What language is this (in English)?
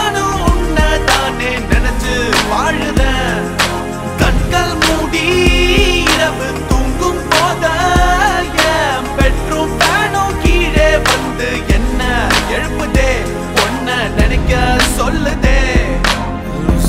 Tamil